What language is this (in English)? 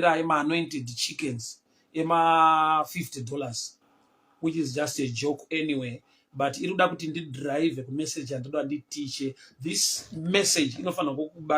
Shona